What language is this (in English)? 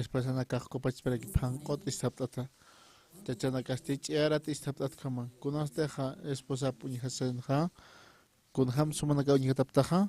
Aymara